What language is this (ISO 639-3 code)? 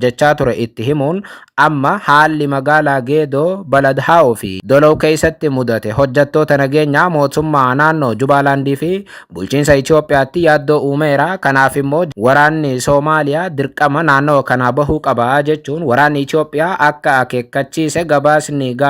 orm